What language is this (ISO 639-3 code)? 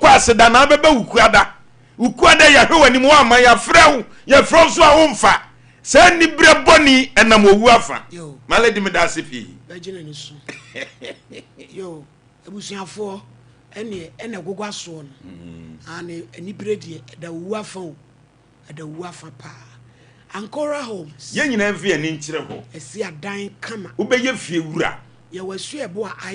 aka